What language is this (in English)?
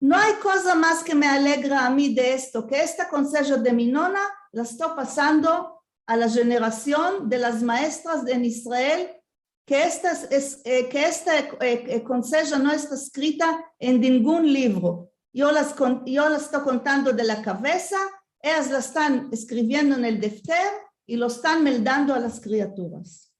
Ladino